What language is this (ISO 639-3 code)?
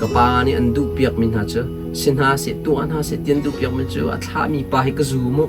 cnh